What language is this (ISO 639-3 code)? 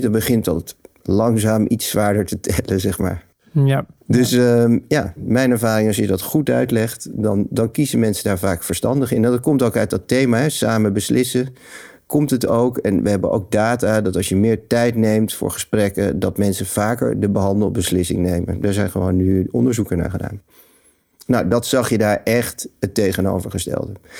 nld